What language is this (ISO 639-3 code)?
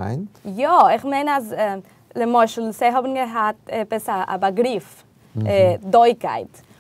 yid